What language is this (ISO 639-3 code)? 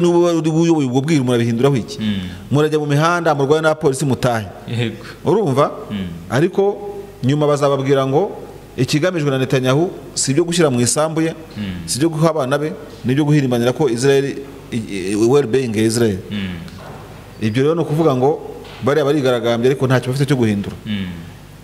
kin